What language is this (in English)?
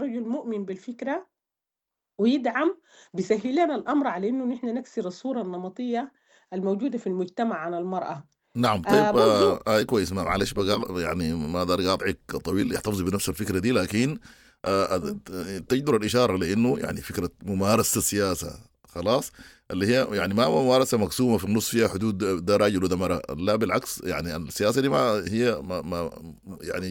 Sudanese Arabic